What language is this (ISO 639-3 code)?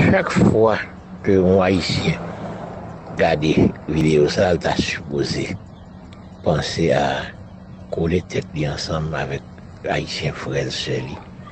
hat